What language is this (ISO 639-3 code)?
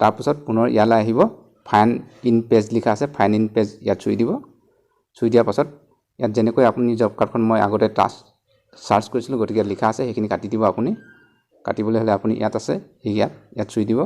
asm